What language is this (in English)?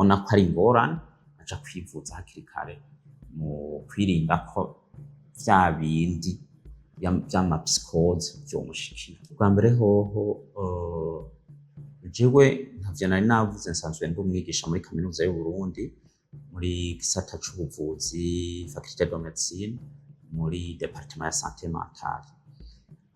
Rundi